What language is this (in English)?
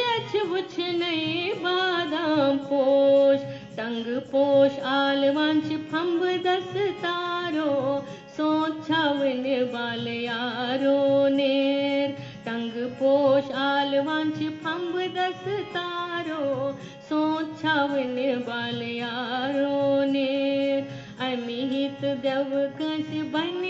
Kashmiri